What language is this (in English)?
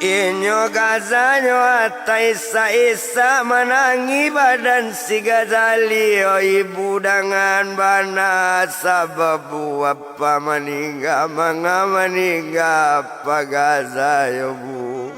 Minangkabau